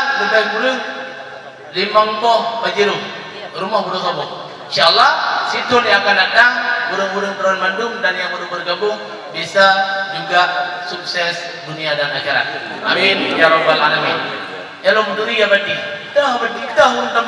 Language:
Achinese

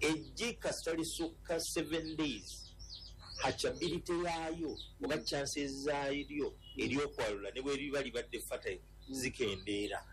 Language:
Ganda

